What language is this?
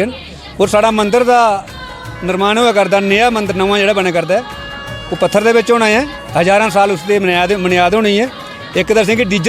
Dogri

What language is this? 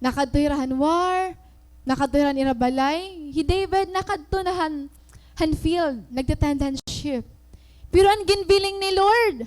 Waray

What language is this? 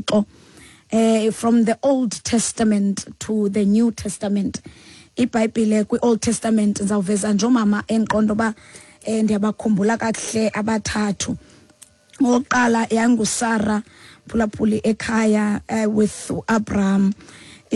Xhosa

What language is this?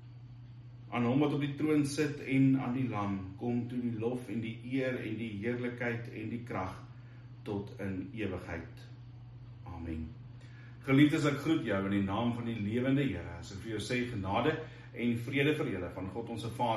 Afrikaans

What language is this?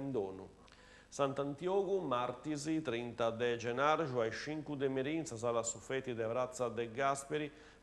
Sardinian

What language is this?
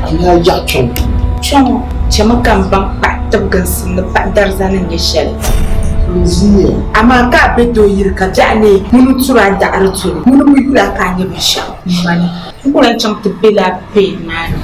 Dagbani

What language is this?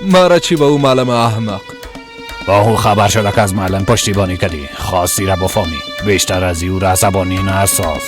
Persian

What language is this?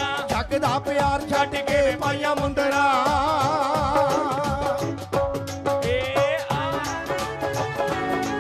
Punjabi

